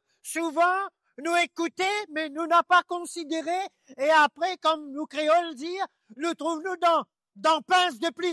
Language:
Morisyen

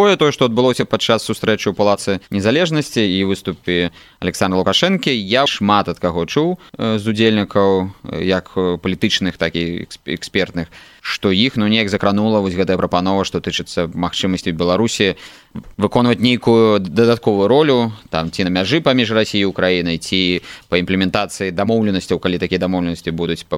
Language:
Belarusian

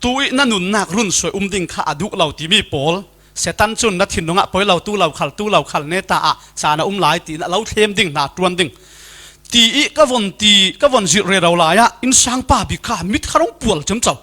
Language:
Falam Chin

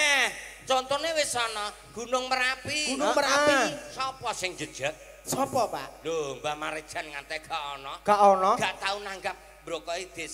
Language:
Javanese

